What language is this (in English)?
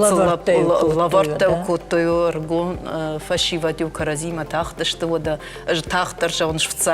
Ossetic